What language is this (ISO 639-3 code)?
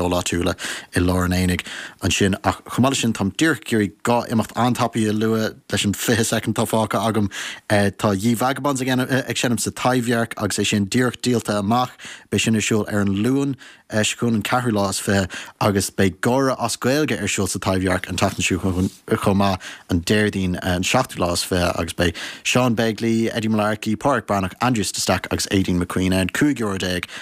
gle